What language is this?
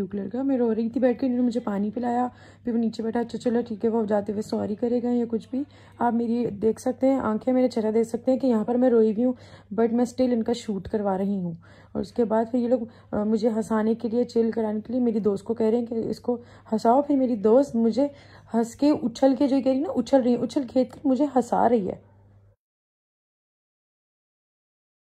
Hindi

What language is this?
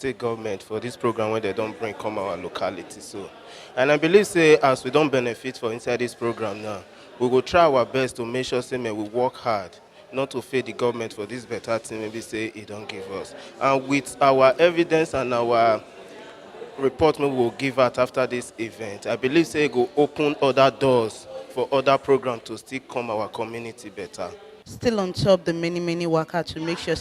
Nigerian Pidgin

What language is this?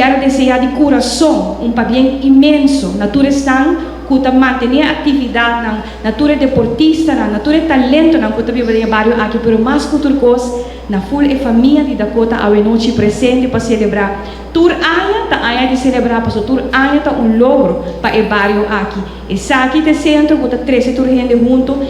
Papiamento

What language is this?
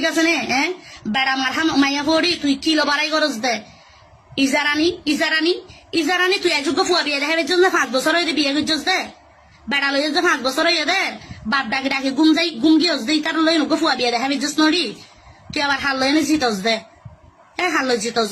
Rohingya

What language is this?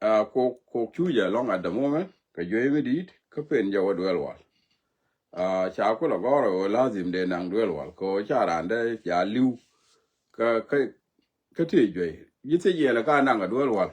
Nuer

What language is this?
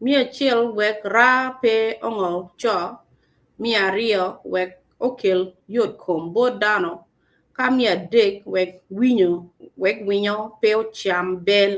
Acoli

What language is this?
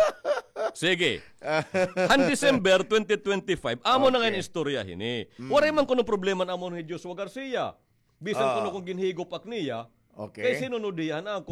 Waray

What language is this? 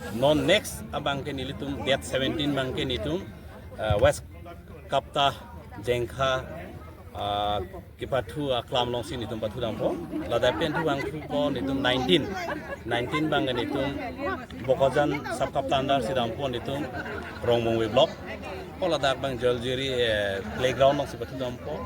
Karbi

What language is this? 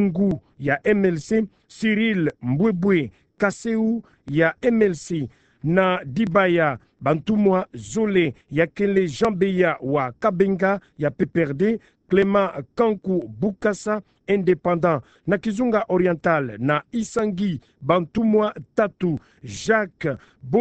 Kituba (Democratic Republic of Congo)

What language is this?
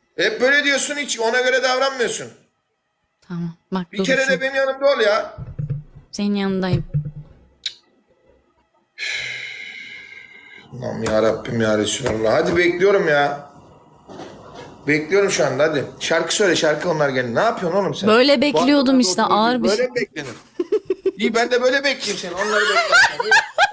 Turkish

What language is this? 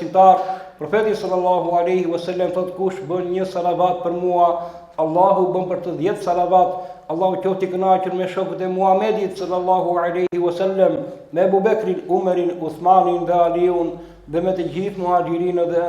Albanian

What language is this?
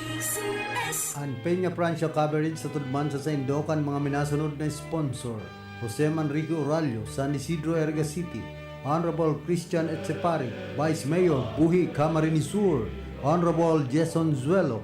Bikol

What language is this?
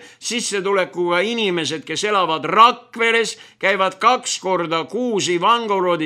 Estonian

